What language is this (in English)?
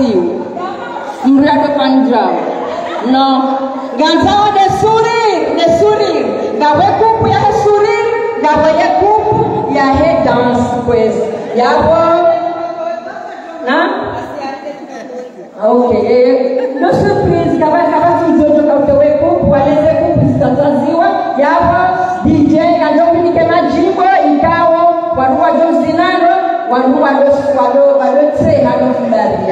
Swahili